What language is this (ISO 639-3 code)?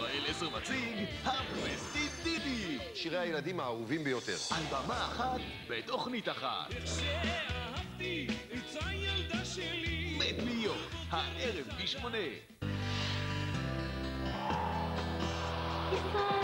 heb